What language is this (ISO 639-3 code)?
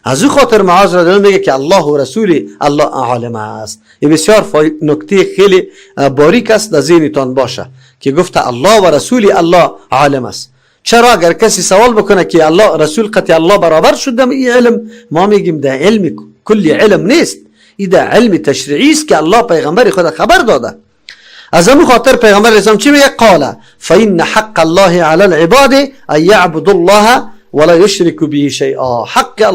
fas